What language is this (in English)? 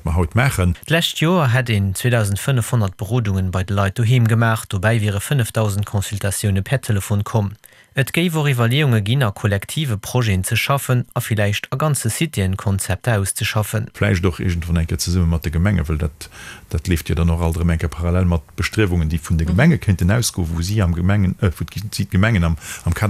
Luxembourgish